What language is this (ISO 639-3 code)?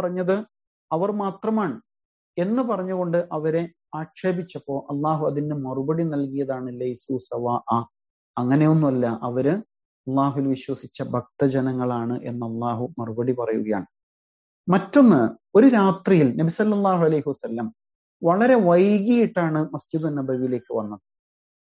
mal